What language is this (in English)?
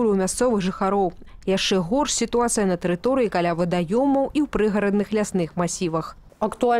Belarusian